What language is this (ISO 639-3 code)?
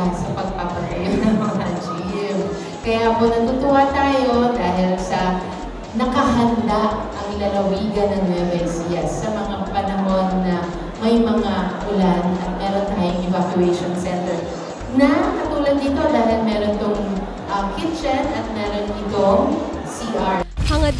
fil